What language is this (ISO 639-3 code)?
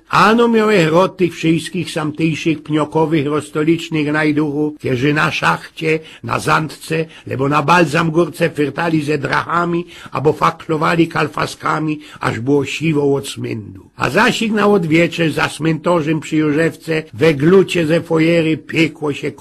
szl